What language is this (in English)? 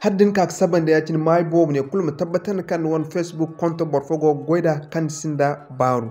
Zarma